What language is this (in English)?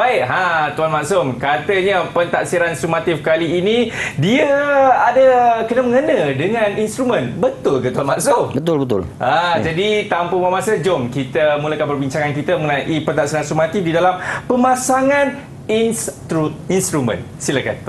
Malay